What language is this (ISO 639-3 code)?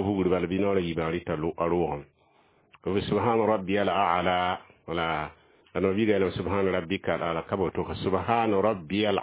mos